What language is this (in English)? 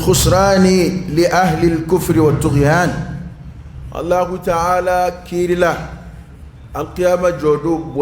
Dyula